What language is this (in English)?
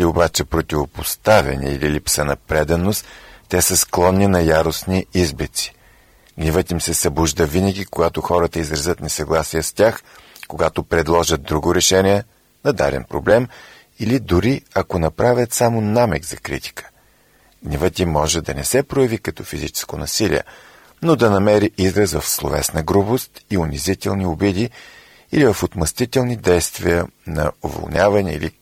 Bulgarian